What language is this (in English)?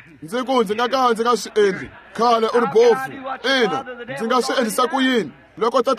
Tsonga